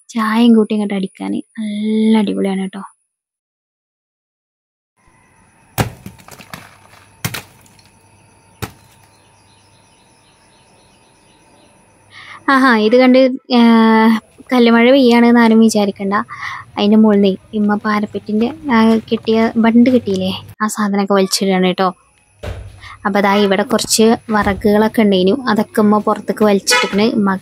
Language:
Malayalam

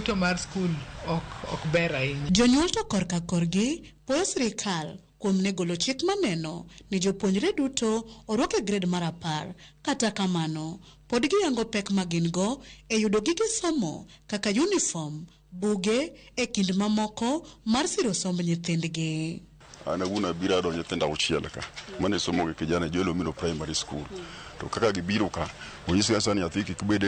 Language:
Luo (Kenya and Tanzania)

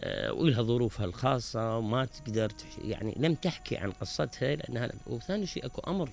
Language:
Mesopotamian Arabic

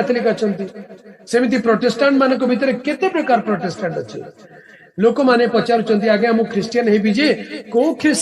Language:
Odia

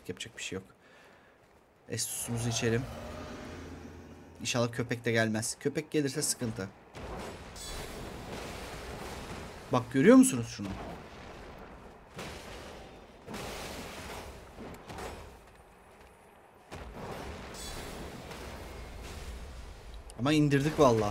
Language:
Turkish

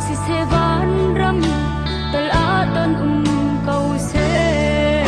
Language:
Hakha Chin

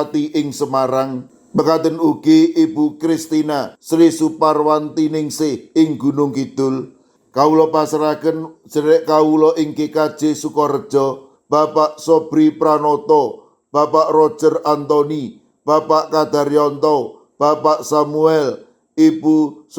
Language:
Javanese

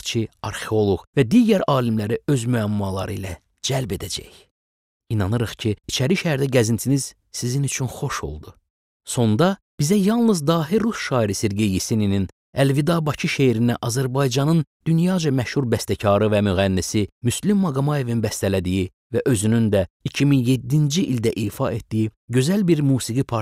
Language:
Azerbaijani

